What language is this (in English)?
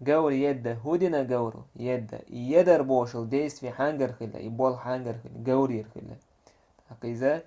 Chechen